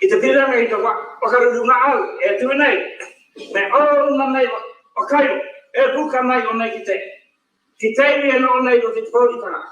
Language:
Māori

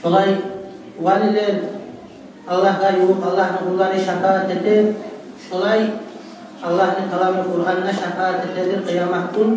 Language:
Kumyk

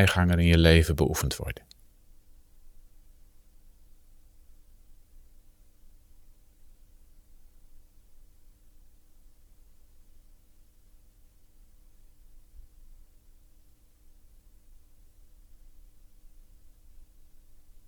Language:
Dutch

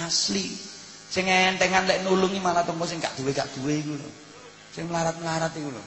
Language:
Javanese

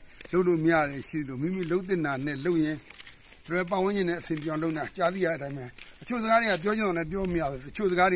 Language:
Burmese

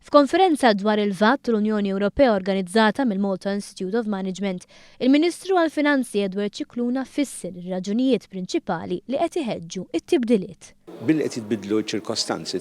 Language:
Maltese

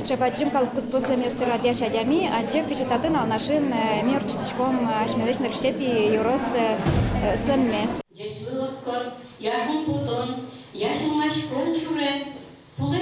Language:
Udmurt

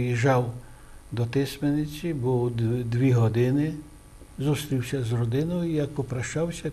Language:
Ukrainian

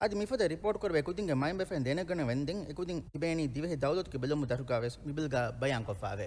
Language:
Divehi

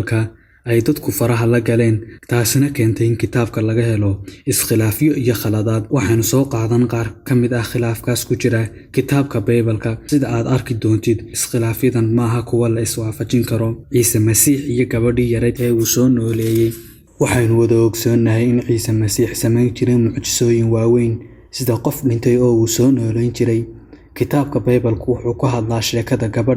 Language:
Somali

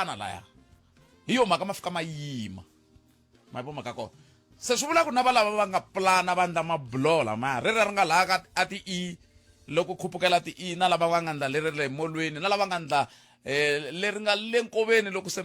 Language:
Tsonga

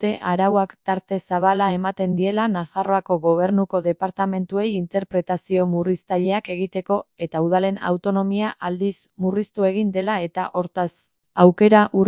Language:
Basque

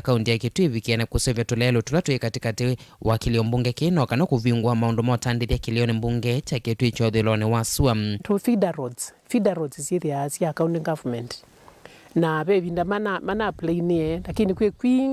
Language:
Kamba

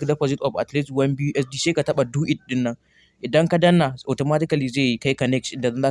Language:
Hausa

